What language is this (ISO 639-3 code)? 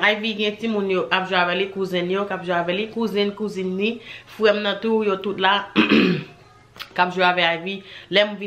hat